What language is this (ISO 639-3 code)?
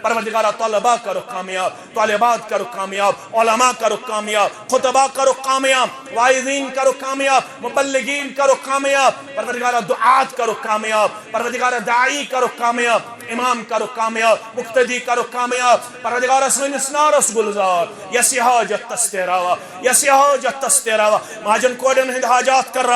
kas